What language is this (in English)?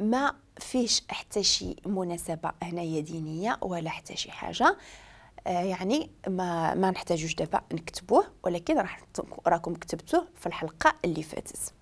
Moroccan Arabic